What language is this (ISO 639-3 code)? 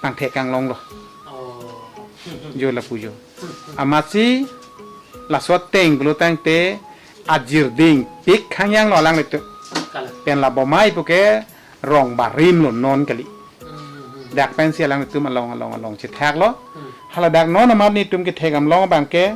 mjw